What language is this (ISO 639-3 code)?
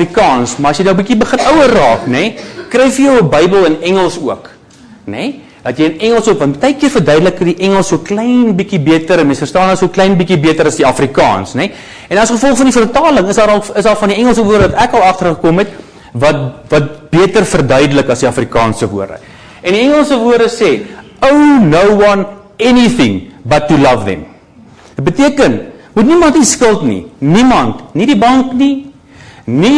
afr